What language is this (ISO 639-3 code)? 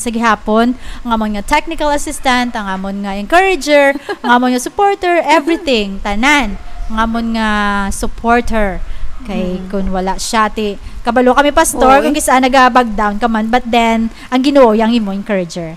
hil